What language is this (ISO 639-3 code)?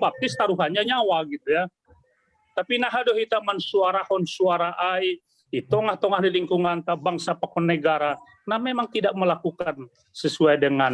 bts